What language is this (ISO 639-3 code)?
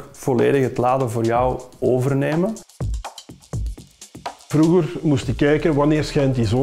nld